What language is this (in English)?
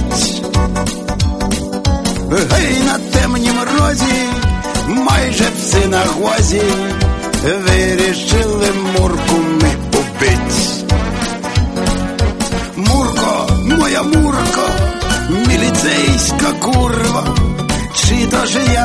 Ukrainian